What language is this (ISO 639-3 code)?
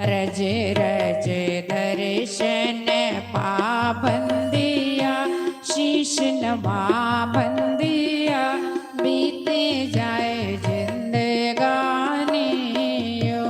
doi